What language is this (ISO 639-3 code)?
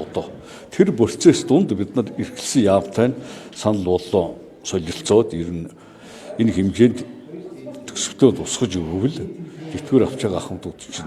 mon